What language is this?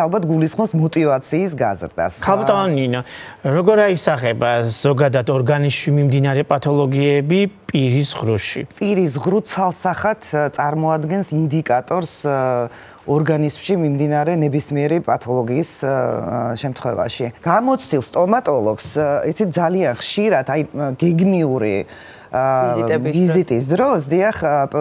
Georgian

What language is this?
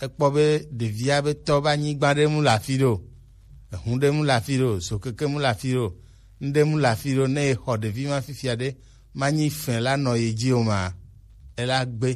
Gen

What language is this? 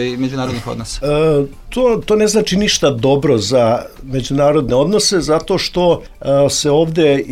Serbian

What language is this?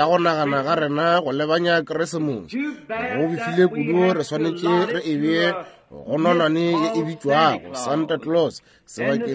Northern Sotho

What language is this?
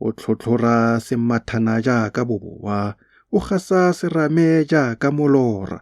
Tswana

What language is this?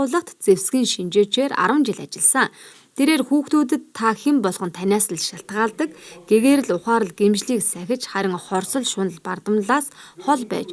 Mongolian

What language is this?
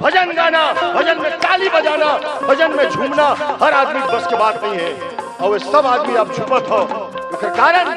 Chhattisgarhi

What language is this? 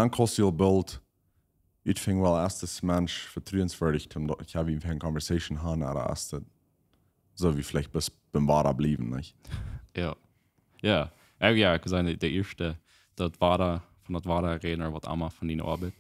Plautdietsch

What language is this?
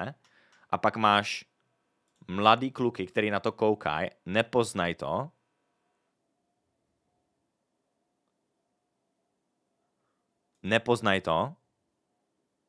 Czech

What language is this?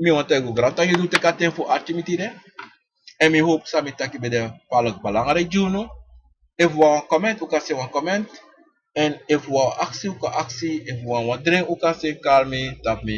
Sranan Tongo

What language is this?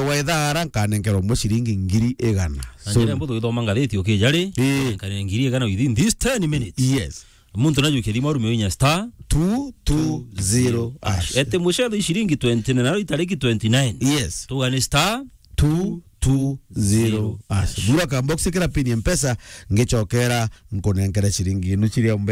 Meru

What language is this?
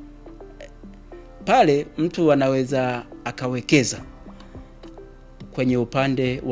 Swahili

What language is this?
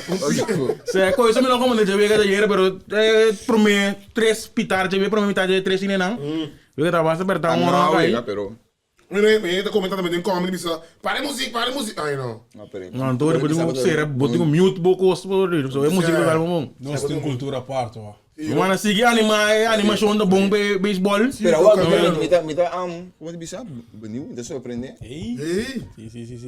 Papiamento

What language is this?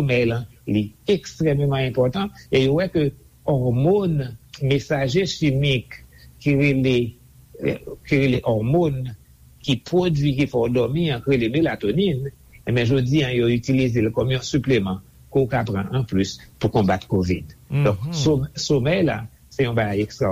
Haitian Creole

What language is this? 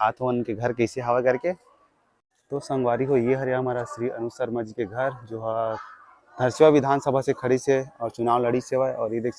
Chhattisgarhi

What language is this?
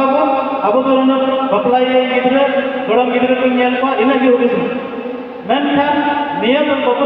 Santali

